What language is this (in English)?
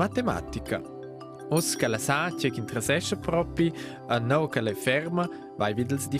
Romansh